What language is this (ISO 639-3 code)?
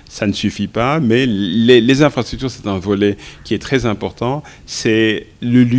fra